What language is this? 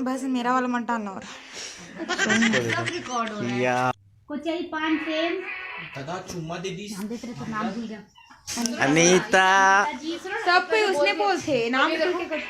Chhattisgarhi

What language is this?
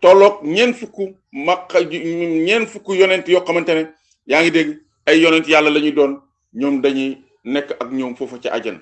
Wolof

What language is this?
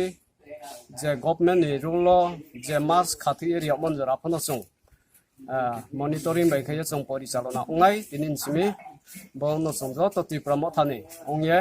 Riang (India)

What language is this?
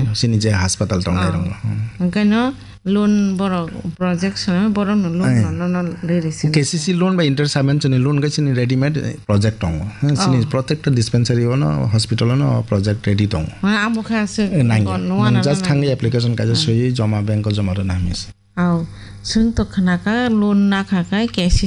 Kok Borok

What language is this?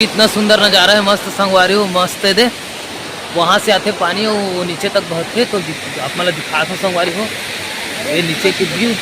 Chhattisgarhi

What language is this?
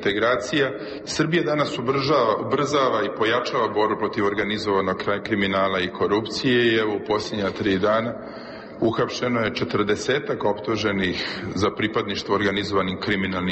Serbian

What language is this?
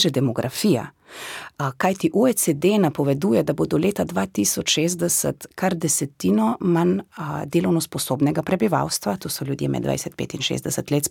Slovenian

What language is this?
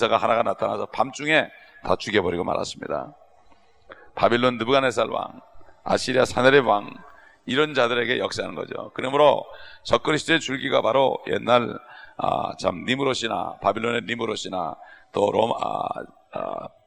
Korean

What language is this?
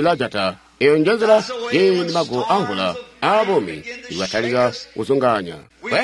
Tonga (Zambia)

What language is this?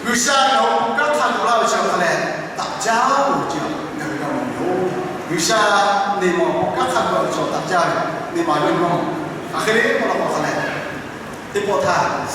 Lahu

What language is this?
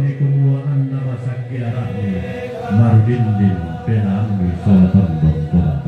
Toraja-Sa'dan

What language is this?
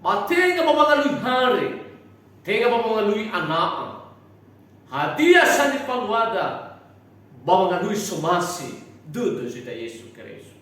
Nias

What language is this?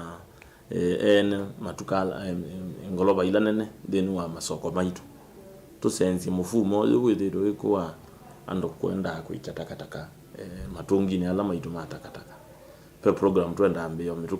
Kamba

